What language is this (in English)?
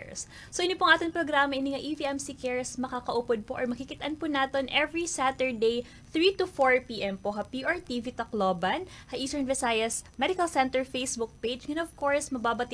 Waray